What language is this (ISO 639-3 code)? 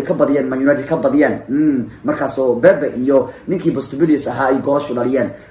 som